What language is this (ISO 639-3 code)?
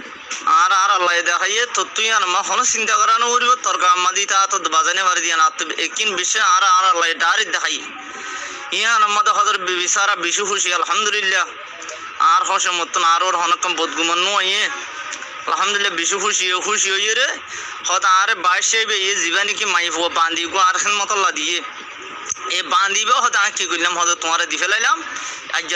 rhg